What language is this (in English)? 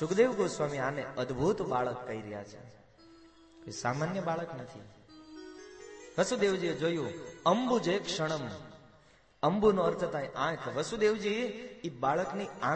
Gujarati